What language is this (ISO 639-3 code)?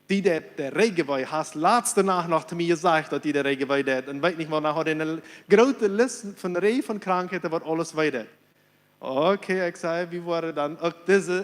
pdt